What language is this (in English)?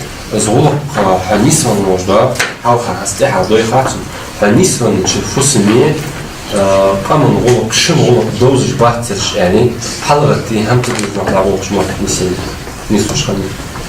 Ingush